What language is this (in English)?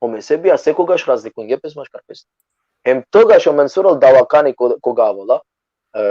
Balkan Romani